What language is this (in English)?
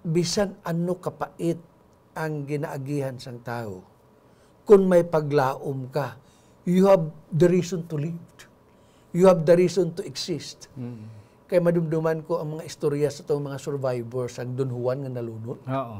Hiligaynon